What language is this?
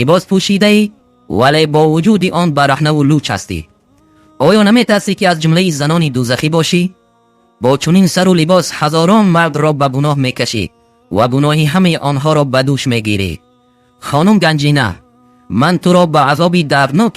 Tajik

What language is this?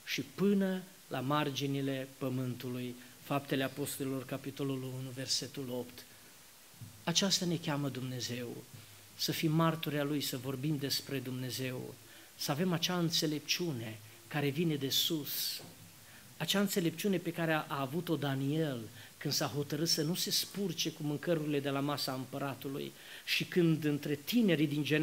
Romanian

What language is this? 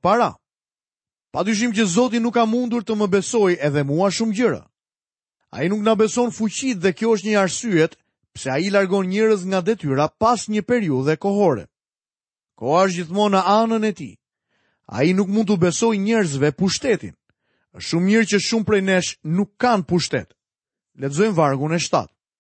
Albanian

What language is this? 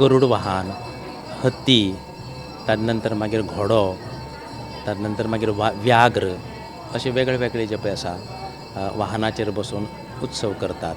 Konkani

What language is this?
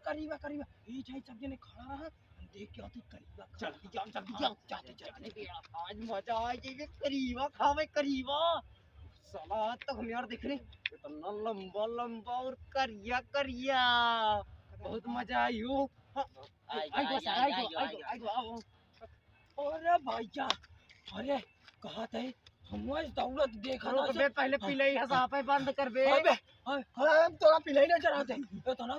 Awadhi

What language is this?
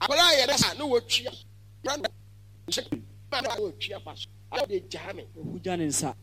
Akan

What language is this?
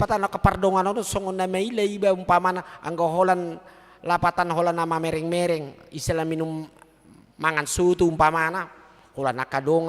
Batak Toba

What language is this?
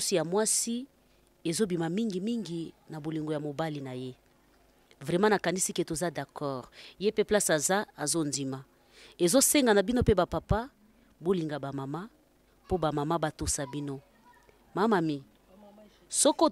Lingala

